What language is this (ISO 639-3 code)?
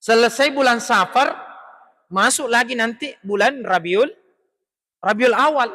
bug